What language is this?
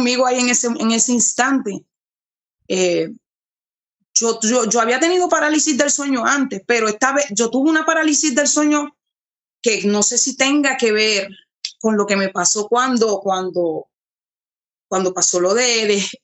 Spanish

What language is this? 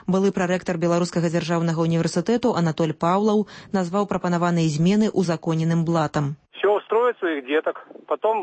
Belarusian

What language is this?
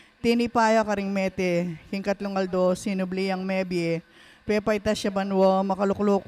Pampanga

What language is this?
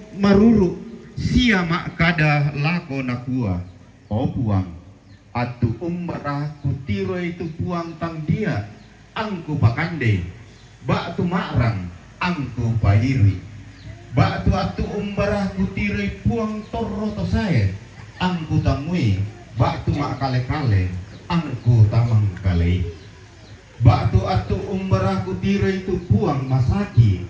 Toraja-Sa'dan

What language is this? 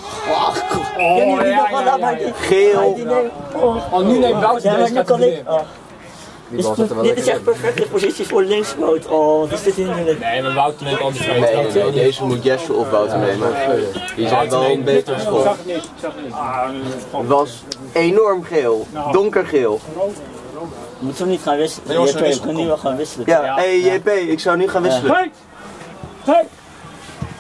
Dutch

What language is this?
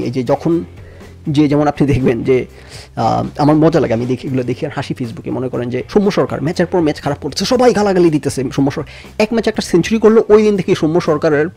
Bangla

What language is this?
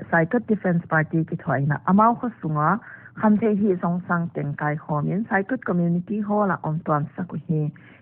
Paite Chin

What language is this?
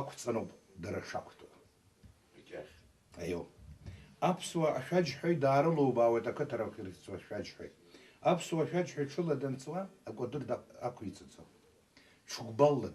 Abkhazian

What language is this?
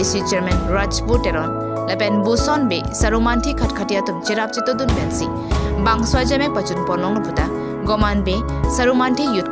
Karbi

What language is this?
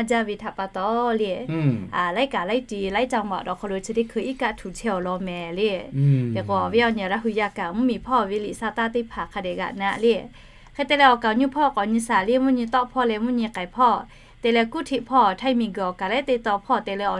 Lahu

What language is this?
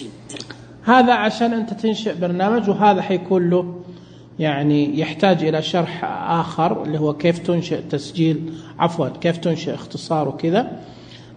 Najdi Arabic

